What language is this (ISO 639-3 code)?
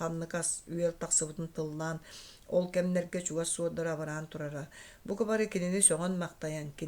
sah